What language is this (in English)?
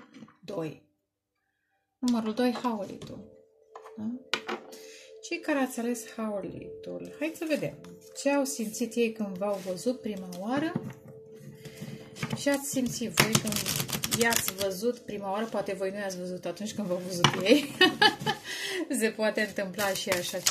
Romanian